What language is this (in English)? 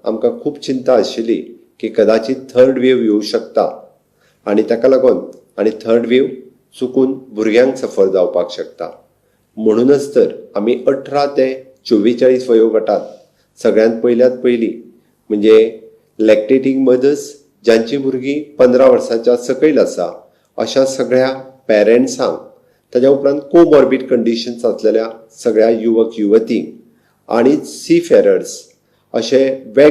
Konkani